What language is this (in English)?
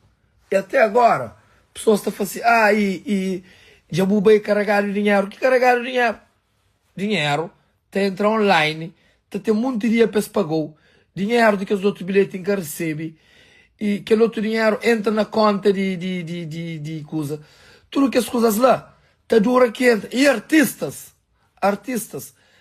Kabuverdianu